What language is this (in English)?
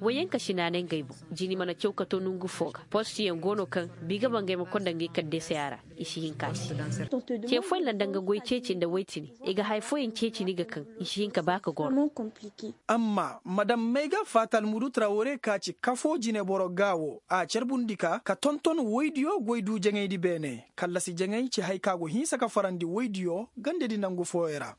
Koyraboro Senni